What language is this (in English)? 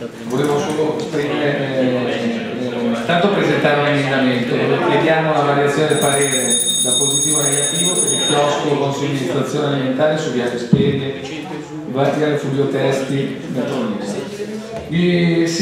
Italian